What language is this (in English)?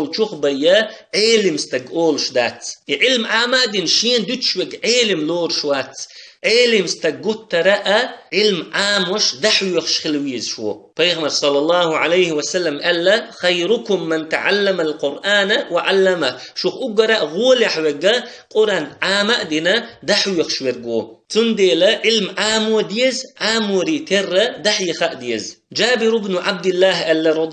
Chechen